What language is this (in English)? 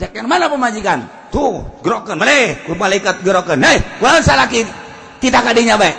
Sundanese